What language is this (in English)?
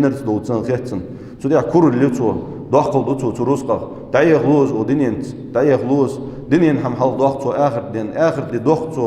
Ingush